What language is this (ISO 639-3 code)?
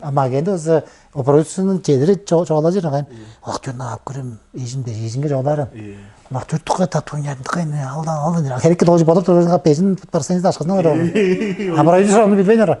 tyv